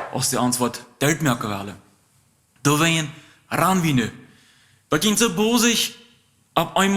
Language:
Plautdietsch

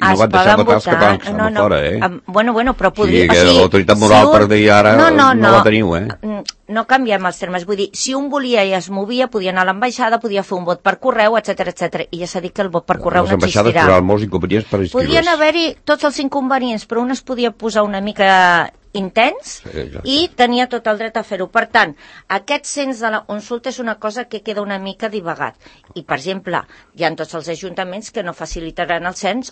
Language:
Catalan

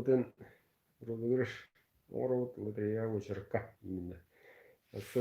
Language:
Yakut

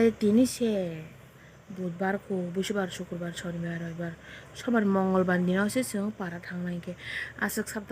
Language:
Kok Borok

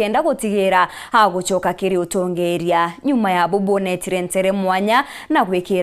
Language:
Meru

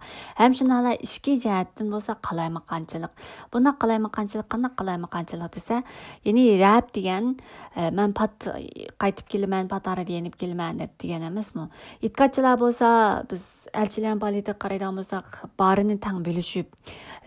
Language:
Uyghur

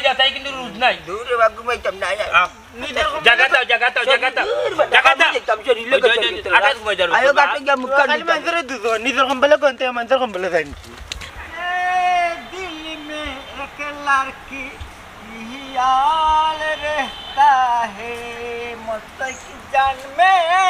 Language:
Sylheti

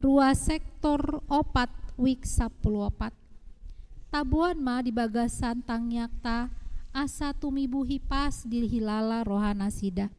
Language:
Batak Toba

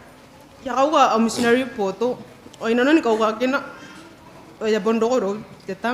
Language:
Gilbertese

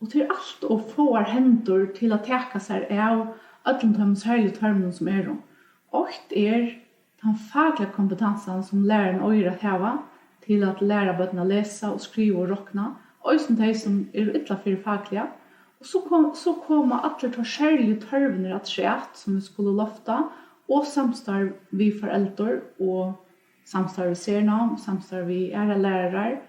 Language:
Faroese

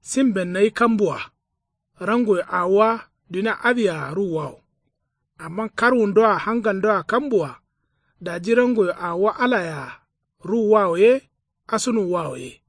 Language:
Kanuri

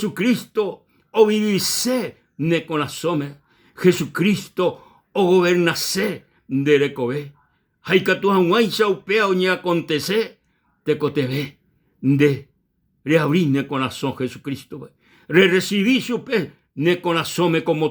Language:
Guarani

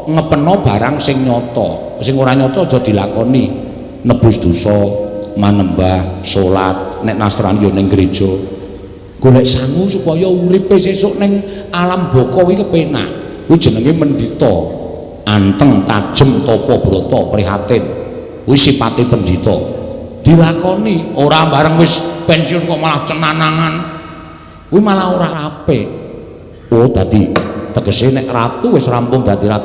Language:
Javanese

